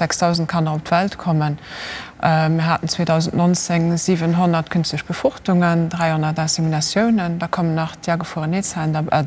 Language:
Luxembourgish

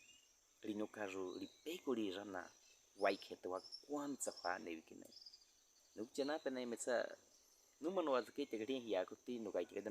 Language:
Baniwa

